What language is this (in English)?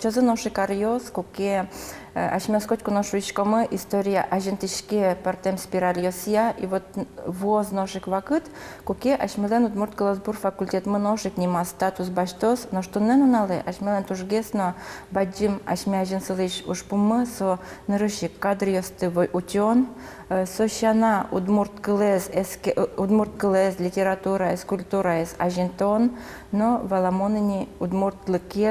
Udmurt